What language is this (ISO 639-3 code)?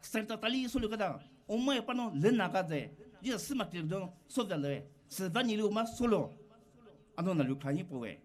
pmx